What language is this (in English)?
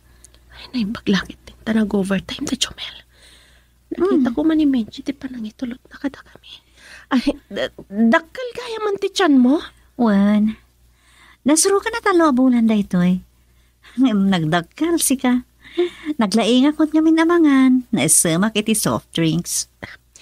Iloko